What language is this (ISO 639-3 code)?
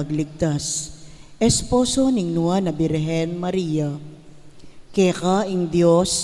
pam